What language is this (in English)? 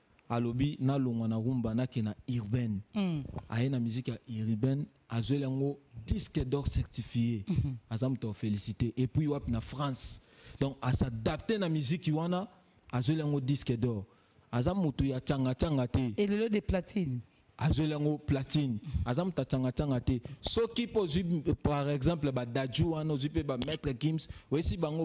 Lingala